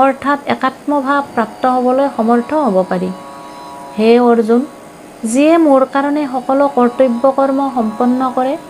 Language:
Assamese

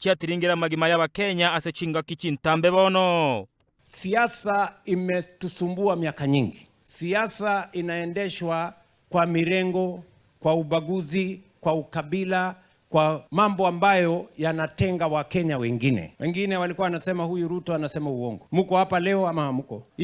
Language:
Gusii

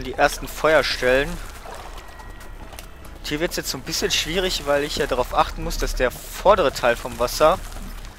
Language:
German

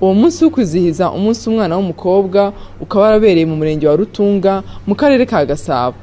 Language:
Kinyarwanda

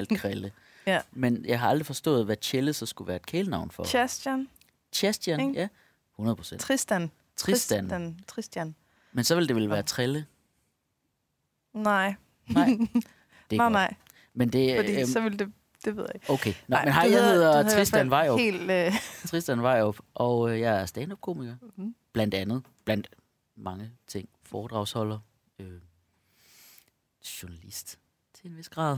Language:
Danish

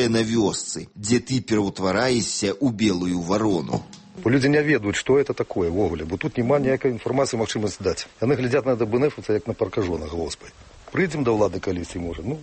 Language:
Belarusian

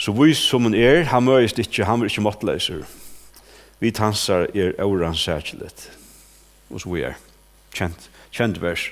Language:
Faroese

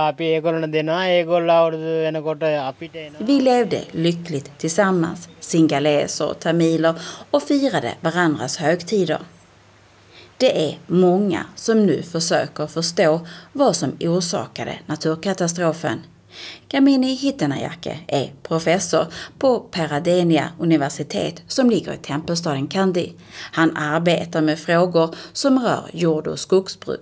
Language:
Swedish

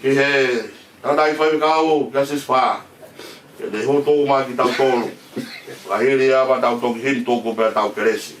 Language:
Tongan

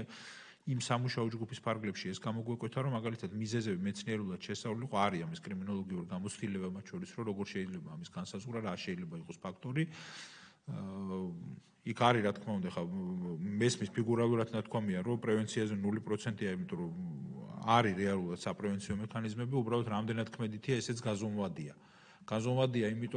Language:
Georgian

